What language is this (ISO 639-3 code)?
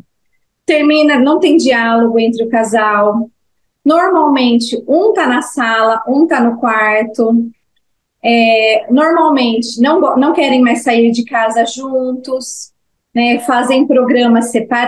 por